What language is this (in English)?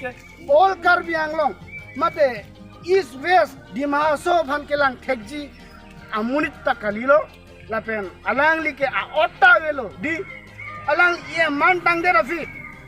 Karbi